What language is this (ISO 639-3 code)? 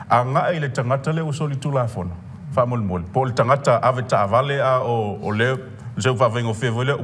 smo